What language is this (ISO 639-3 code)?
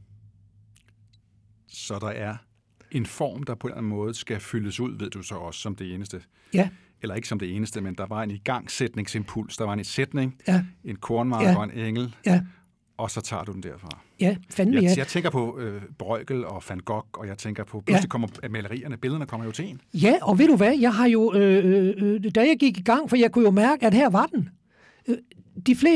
dan